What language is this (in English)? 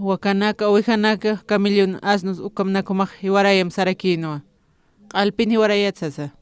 Aymara